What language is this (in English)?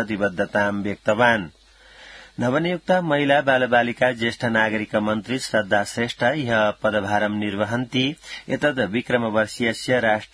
Sanskrit